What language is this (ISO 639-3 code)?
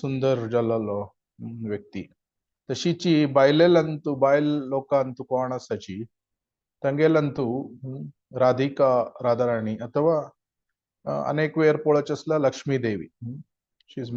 kok